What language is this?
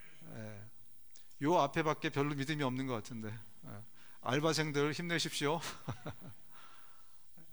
Korean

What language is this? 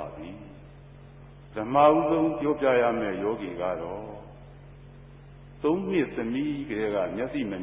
Burmese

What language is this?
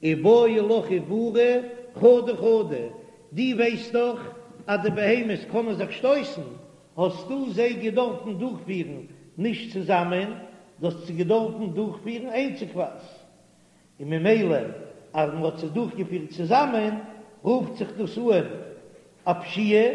Yiddish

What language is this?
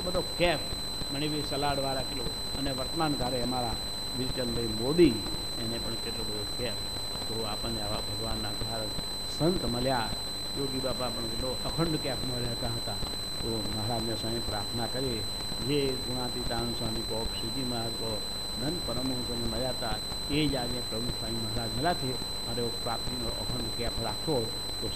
Gujarati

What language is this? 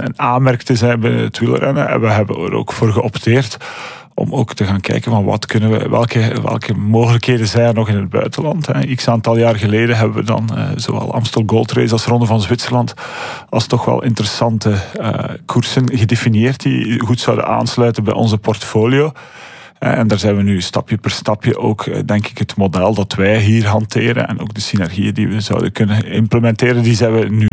Dutch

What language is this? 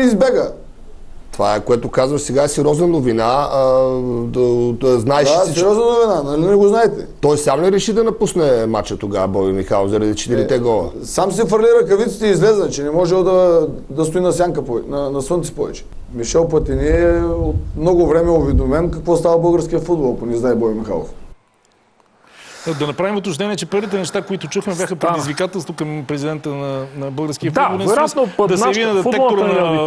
Bulgarian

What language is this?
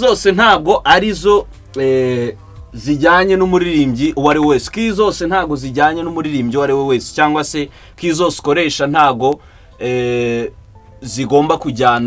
Kinyarwanda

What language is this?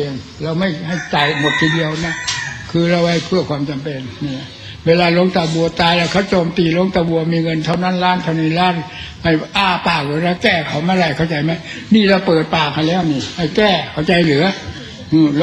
Thai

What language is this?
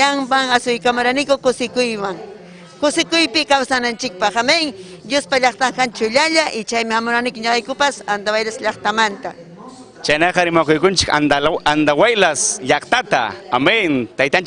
Ayacucho Quechua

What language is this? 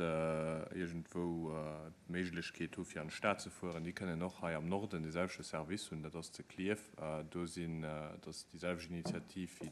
Luxembourgish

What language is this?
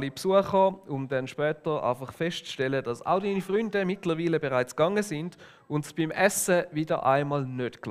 Swiss German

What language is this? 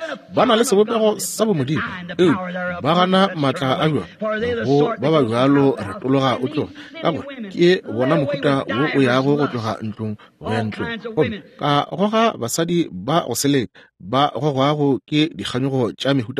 Northern Sotho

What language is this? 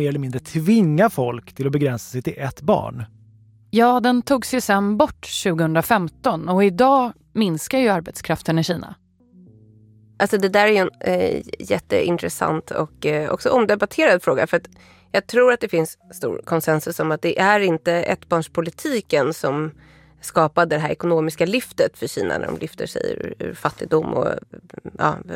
Swedish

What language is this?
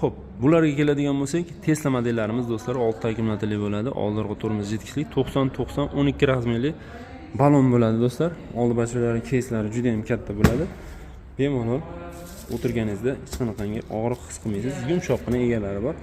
Uzbek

